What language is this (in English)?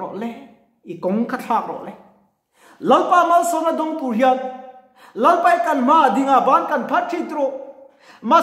Mizo